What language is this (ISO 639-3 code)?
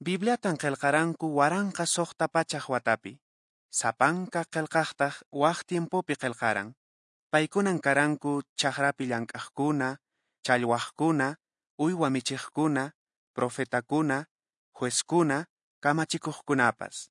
que